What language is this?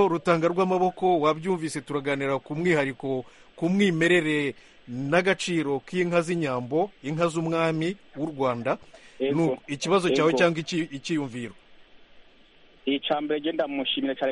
Kinyarwanda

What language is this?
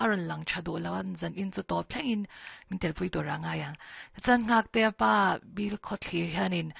Mizo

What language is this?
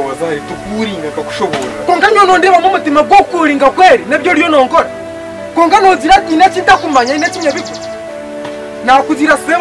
Nyankole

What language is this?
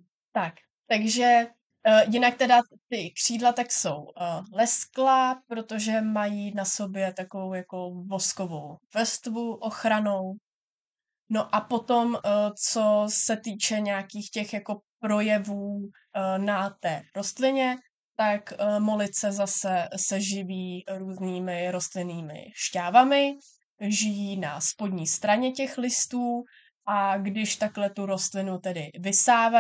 Czech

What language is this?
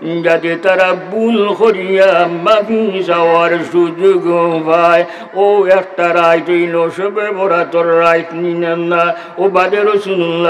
Sylheti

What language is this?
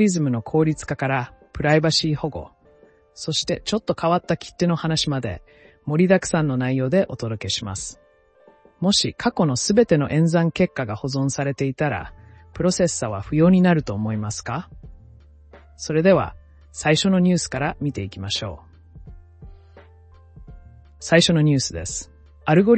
Japanese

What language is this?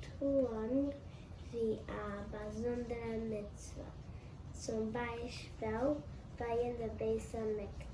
Yiddish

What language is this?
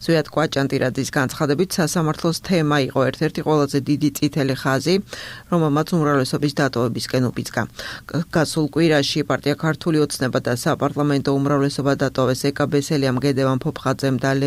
Georgian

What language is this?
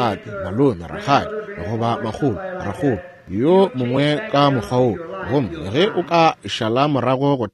Northern Sotho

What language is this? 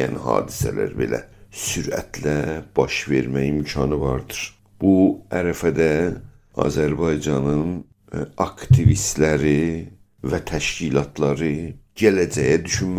South Azerbaijani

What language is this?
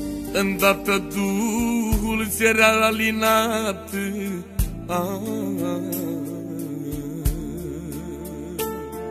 Romanian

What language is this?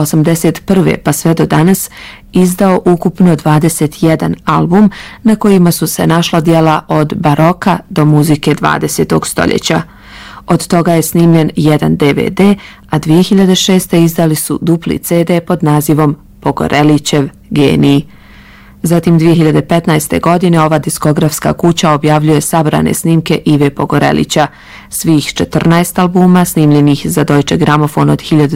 Bosnian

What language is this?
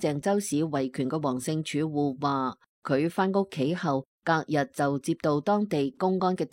Cantonese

